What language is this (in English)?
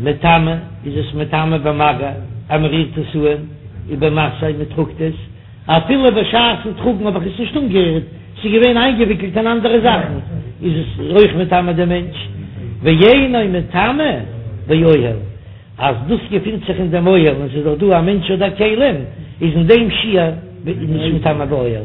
Yiddish